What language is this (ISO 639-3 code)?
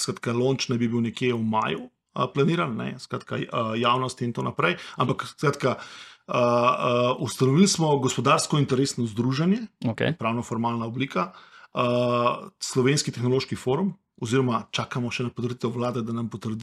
slv